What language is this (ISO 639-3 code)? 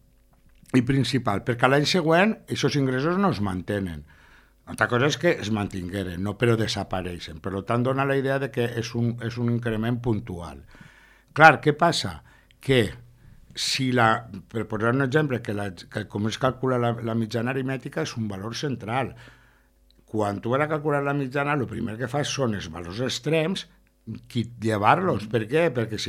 cat